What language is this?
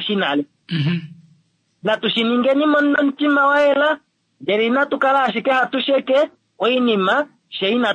Kuanyama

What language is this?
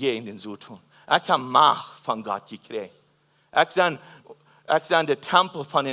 Plautdietsch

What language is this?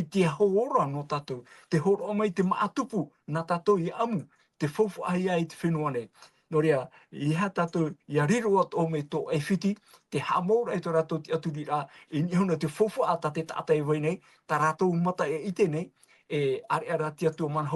Tahitian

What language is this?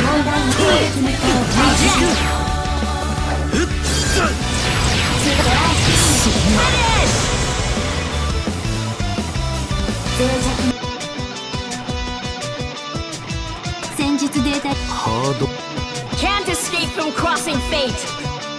Japanese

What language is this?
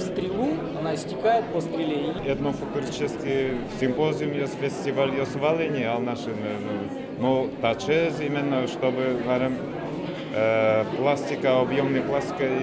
Udmurt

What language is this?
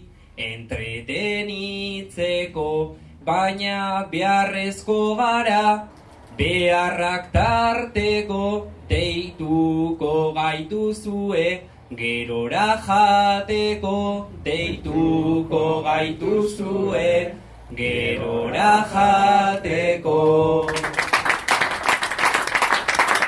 Basque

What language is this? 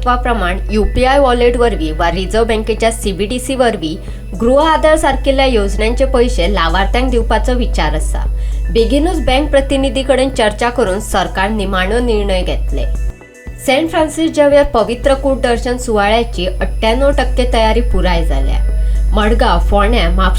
Konkani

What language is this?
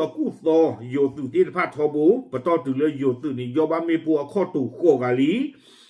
S'gaw Karen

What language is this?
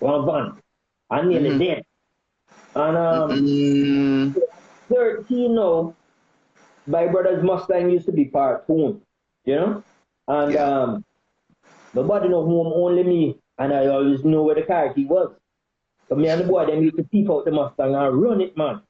Jamaican Creole English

